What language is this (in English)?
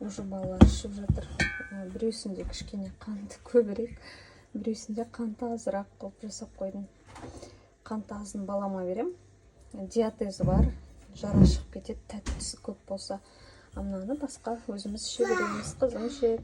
Kazakh